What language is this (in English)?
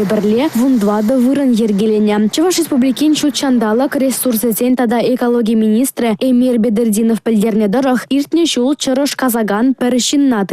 Chuvash